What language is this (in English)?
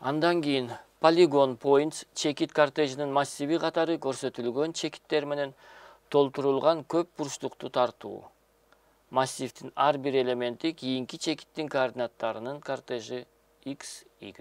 Kyrgyz